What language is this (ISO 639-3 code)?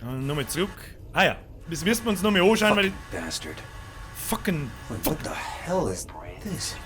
bar